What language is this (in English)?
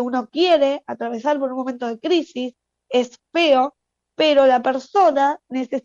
Spanish